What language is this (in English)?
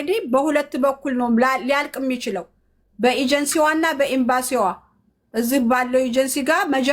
Amharic